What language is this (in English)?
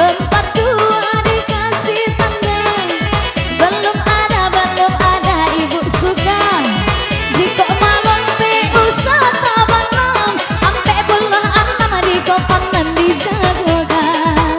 Minangkabau